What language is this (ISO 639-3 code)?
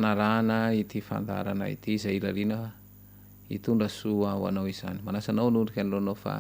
mlg